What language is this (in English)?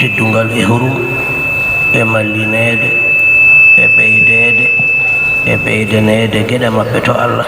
Fula